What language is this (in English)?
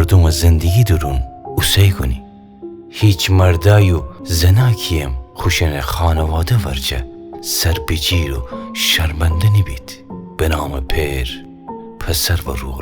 Gilaki